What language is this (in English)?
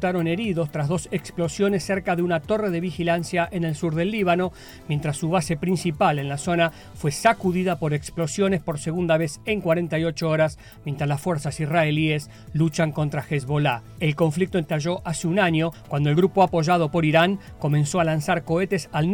Spanish